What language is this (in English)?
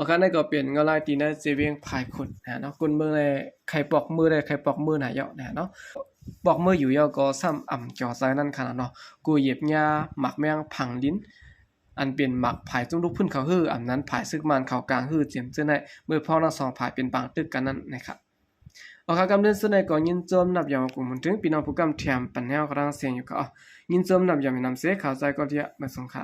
Shan